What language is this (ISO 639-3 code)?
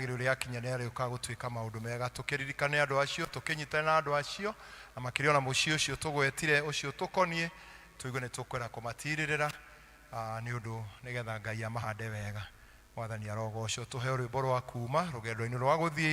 kik